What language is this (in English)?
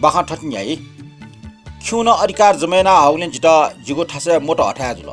Newari